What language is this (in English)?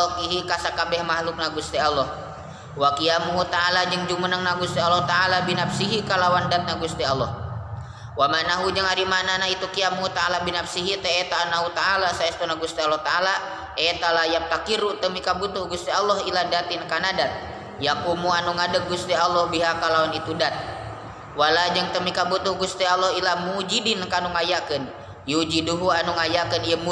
Sundanese